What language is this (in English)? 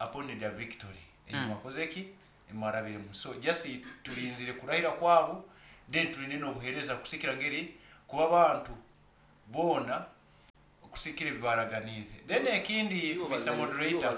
Nyankole